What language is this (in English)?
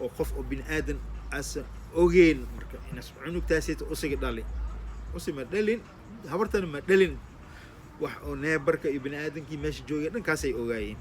Somali